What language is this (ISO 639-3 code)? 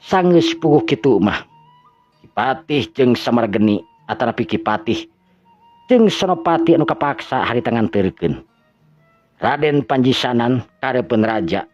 sun